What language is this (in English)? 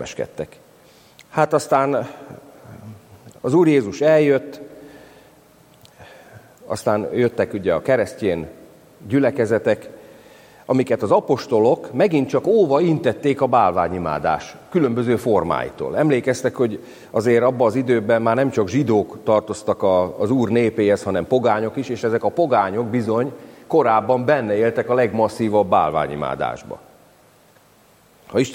Hungarian